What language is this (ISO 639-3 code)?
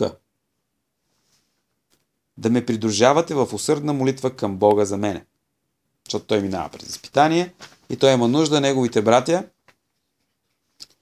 bul